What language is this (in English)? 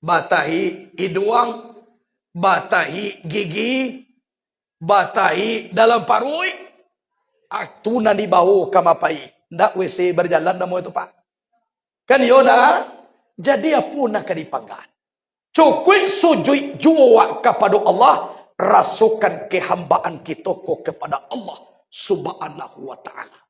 Minangkabau